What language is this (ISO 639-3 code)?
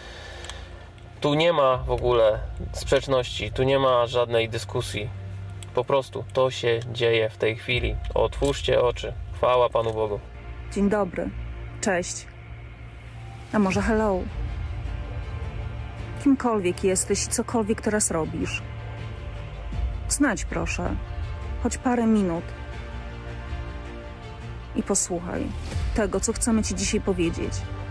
pol